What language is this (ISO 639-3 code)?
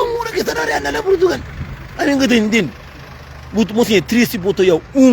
kea